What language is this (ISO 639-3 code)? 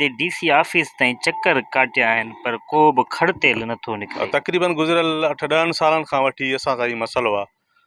snd